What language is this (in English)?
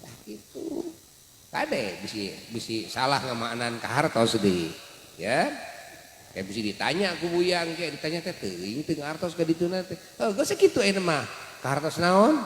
Sundanese